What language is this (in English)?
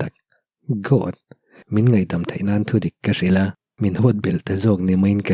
Mizo